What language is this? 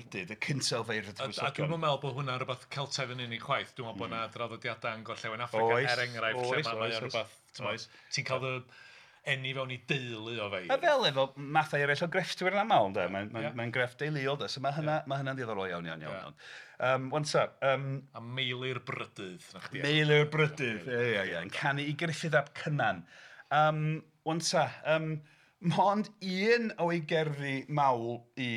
Welsh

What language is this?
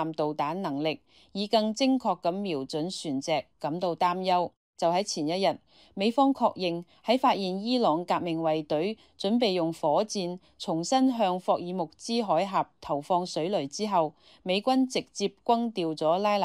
Cantonese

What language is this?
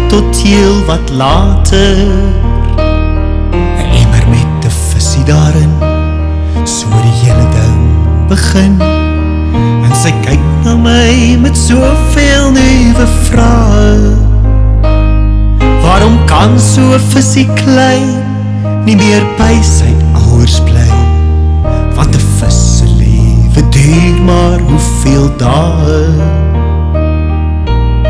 Afrikaans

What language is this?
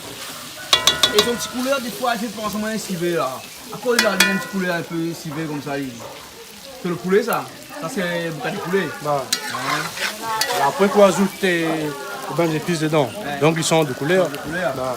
Réunion Creole French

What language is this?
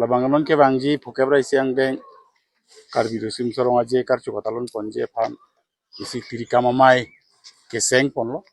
Karbi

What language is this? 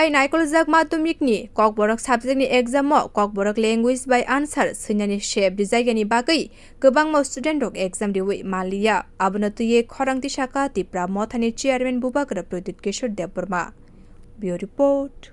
Kok Borok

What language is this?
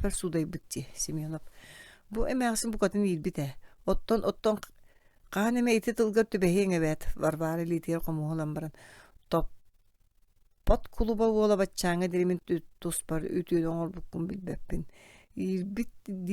Yakut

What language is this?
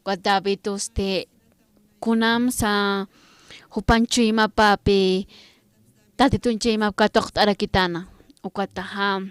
Aymara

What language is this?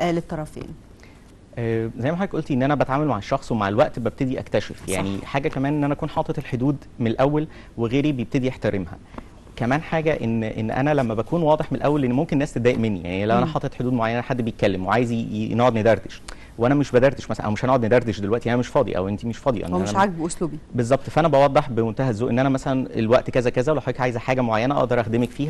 Egyptian Arabic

